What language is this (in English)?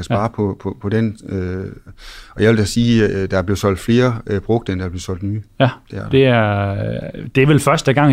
Danish